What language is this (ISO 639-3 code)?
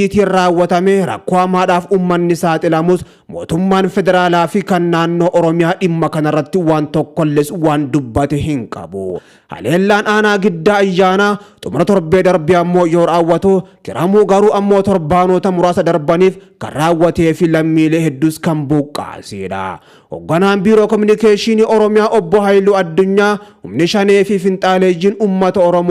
orm